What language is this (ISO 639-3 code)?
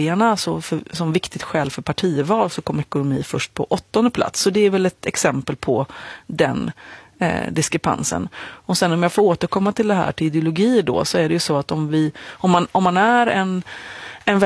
swe